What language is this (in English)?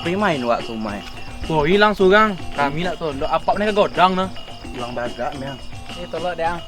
Minangkabau